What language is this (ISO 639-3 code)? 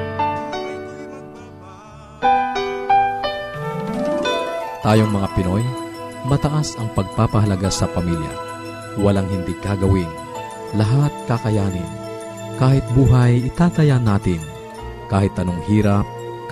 fil